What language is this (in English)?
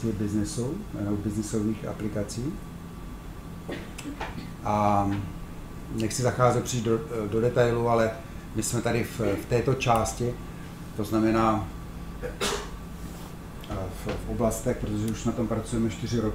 Czech